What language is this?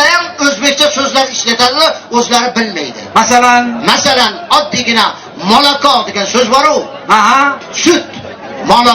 Uzbek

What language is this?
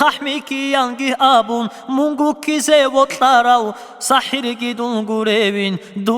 Avaric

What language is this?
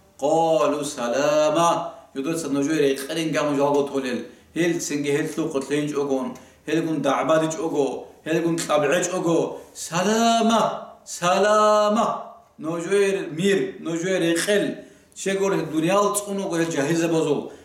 Avaric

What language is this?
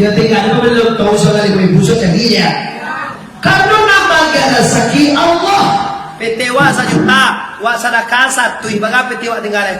Minangkabau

